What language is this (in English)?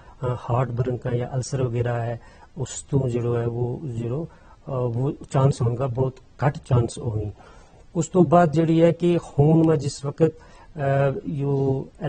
Gujari